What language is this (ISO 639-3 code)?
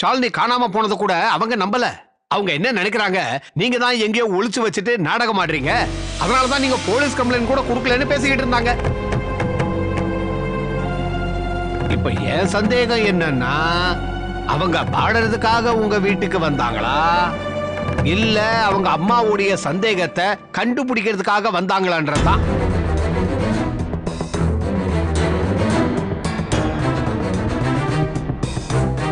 tam